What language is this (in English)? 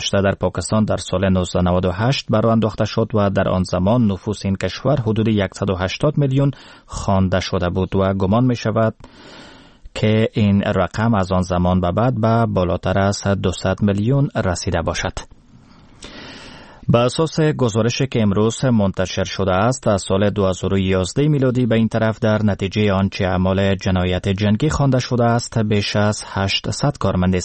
Persian